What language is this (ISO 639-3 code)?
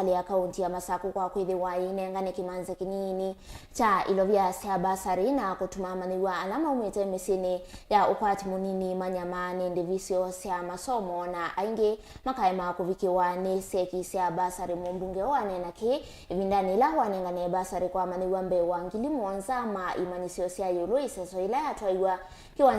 kam